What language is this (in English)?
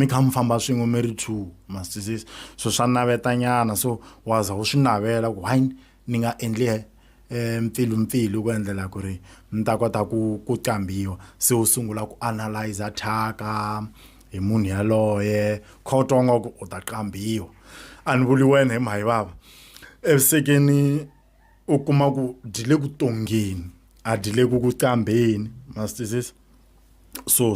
Tsonga